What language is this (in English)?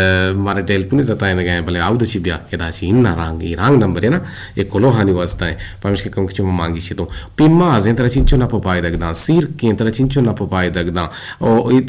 Eastern Balochi